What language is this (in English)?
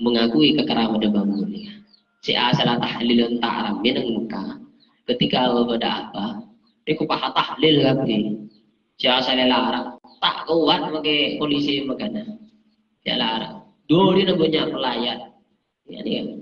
Madurese